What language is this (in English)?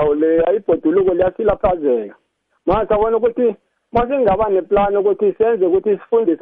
South Ndebele